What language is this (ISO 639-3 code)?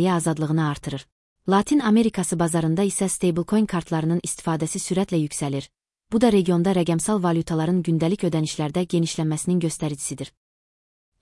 aze